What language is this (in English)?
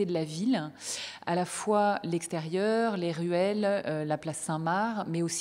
French